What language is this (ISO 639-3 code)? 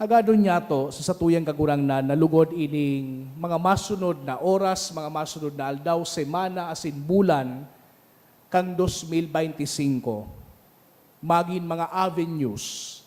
bik